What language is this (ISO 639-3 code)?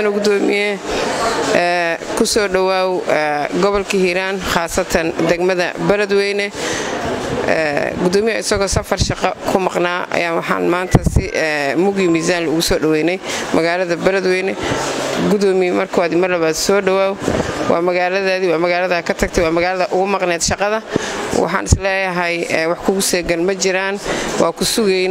som